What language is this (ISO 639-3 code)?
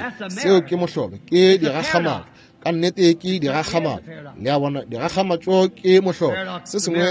nso